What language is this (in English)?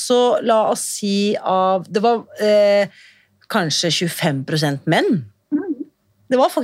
Norwegian